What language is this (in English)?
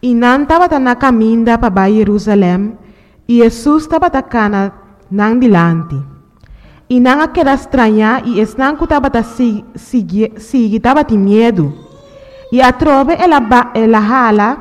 Papiamento